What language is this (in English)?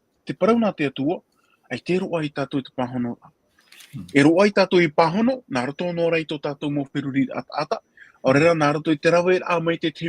Tahitian